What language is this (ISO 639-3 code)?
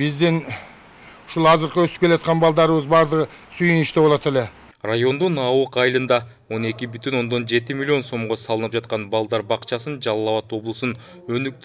kir